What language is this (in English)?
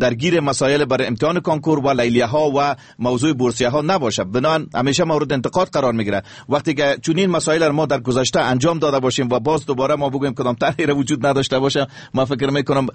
Persian